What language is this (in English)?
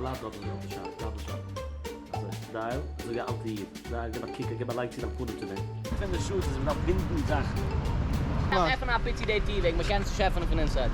Yiddish